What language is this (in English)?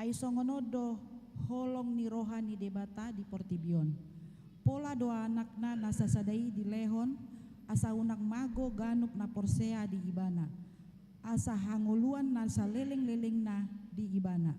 Batak Toba